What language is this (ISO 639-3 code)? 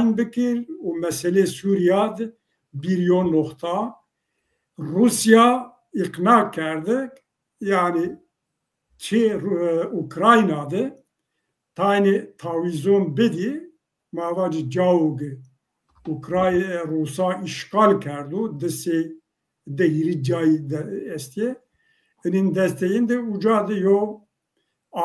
zza